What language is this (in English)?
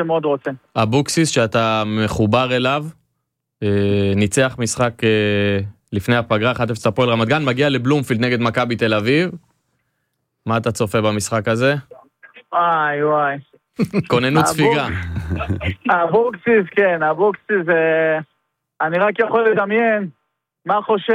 Hebrew